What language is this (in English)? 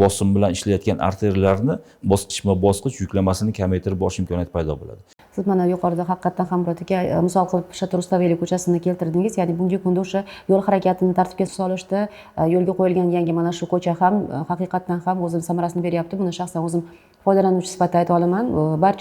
Uzbek